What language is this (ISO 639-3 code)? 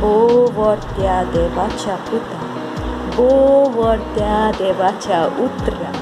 kok